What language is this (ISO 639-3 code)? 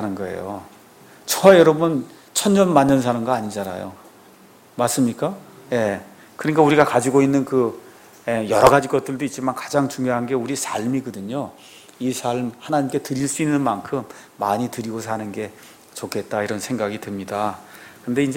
kor